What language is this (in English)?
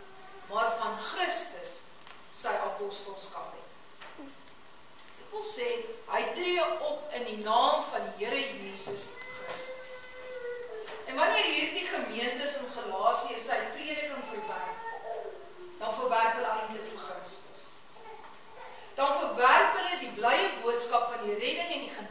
Afrikaans